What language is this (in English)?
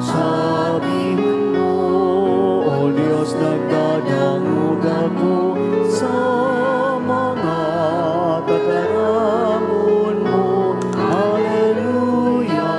Bikol